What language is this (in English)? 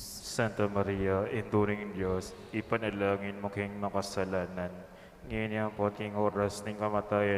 Pampanga